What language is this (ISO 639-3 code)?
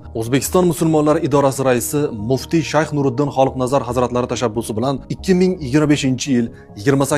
uzb